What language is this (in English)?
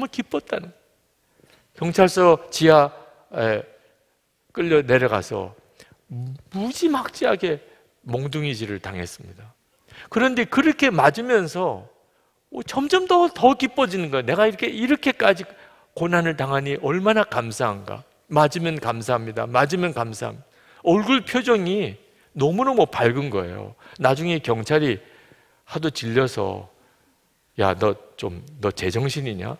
Korean